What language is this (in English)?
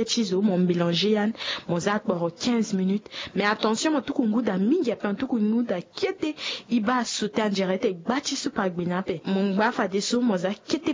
Sango